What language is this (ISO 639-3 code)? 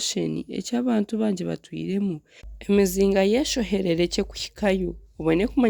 nyn